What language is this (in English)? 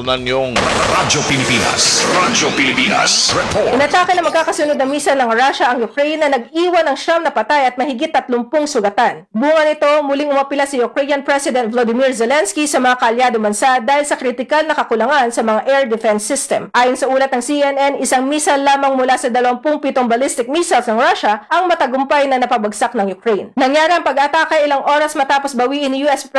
Filipino